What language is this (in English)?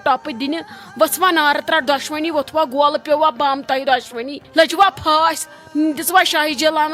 Kashmiri